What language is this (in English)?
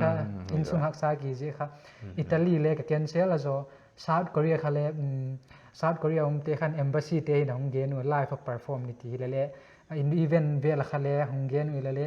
Paite Chin